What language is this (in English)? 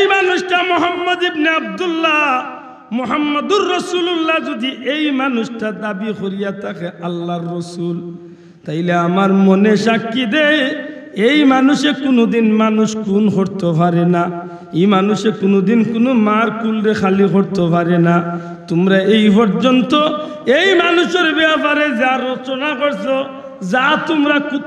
Sylheti